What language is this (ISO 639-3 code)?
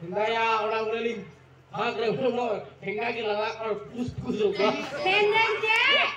sat